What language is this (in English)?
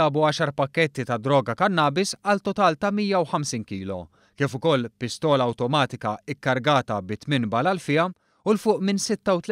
Maltese